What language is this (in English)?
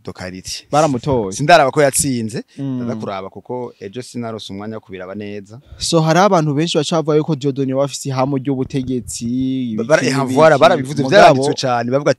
Rundi